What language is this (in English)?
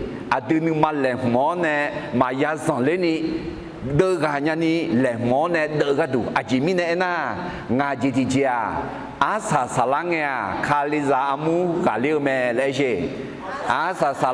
Akha